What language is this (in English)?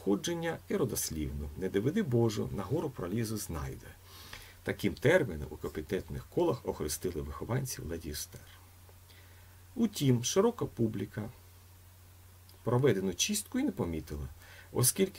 Ukrainian